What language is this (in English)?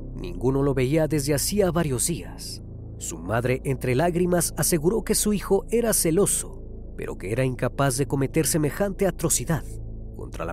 Spanish